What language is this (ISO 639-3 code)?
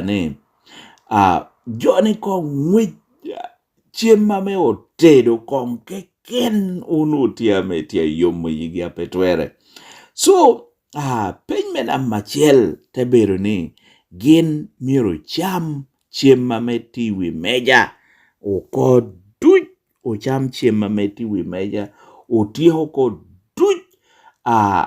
laj